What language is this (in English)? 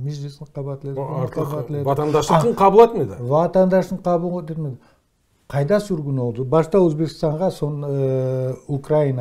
Crimean Tatar